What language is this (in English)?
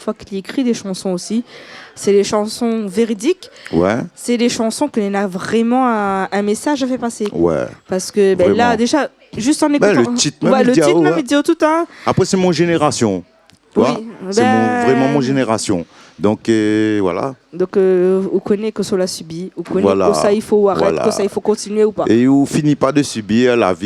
Réunion Creole French